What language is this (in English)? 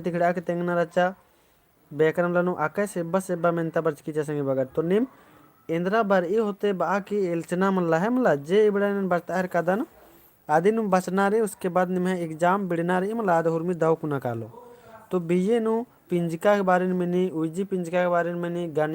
Kurukh